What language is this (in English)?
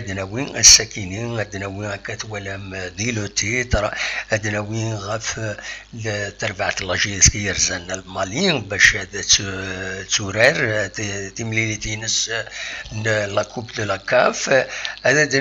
Kabyle